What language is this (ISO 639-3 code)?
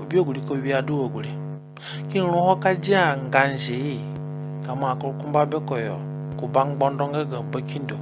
zne